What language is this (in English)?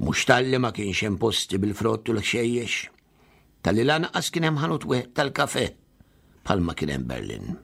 Maltese